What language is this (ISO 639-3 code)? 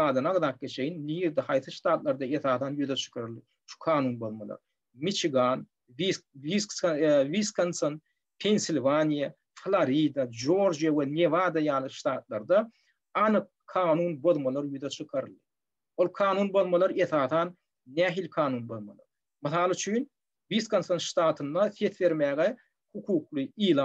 tuk